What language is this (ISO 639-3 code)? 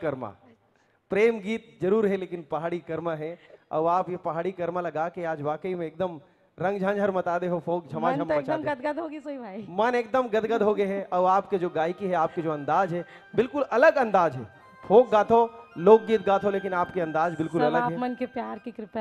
hne